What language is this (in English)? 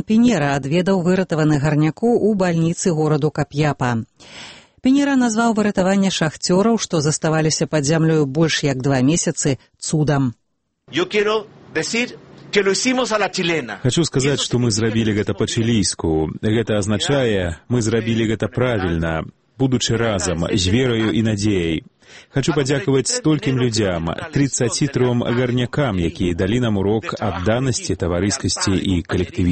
Belarusian